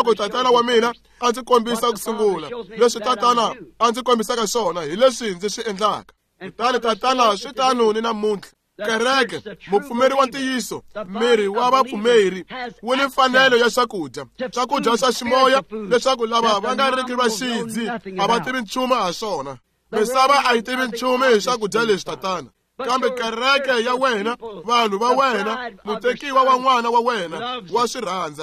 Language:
Tsonga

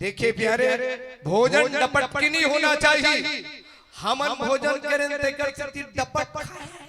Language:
Chhattisgarhi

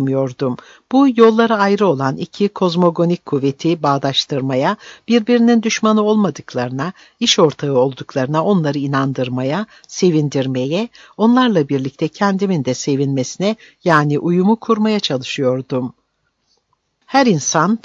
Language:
Turkish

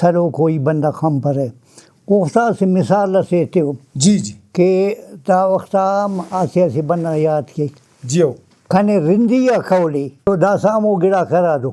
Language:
Brahui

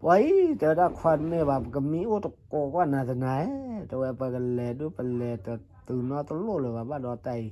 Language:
S'gaw Karen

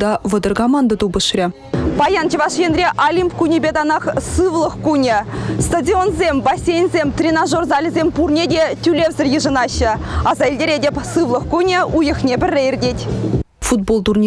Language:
Chuvash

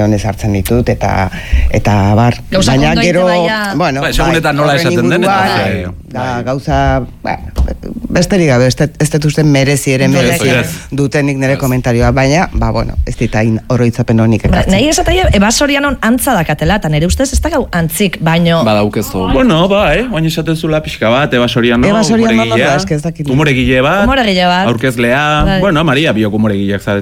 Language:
Basque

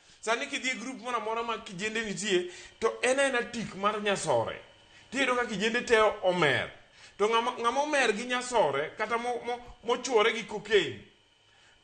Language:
Luo (Kenya and Tanzania)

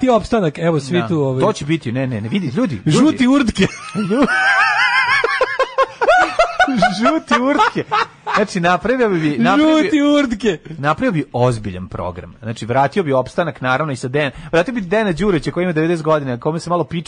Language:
Serbian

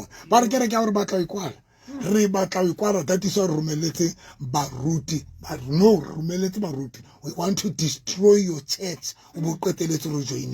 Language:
Southern Sotho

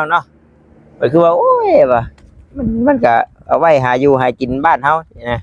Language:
Northeastern Thai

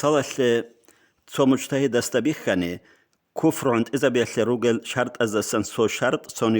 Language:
Avaric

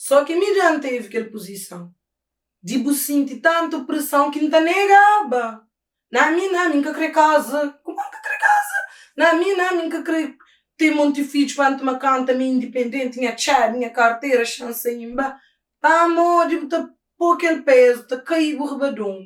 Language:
Kabuverdianu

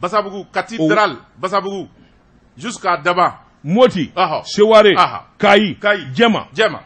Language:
Bambara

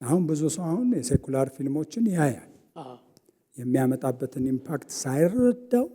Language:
Amharic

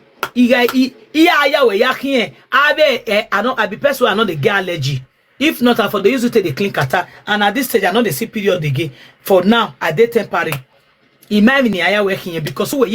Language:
Nigerian Pidgin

